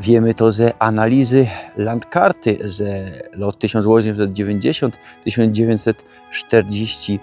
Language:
Silesian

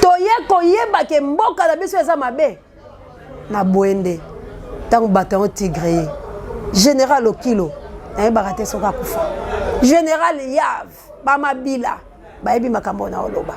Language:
Lingala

